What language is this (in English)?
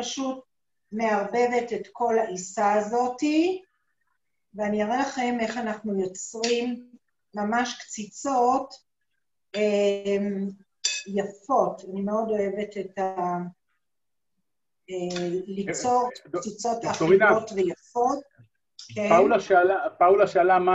Hebrew